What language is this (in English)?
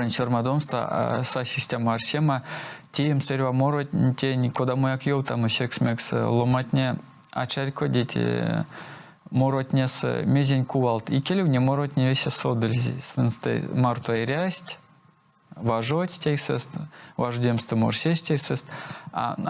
Erzya